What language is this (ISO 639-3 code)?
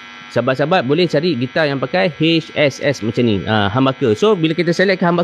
msa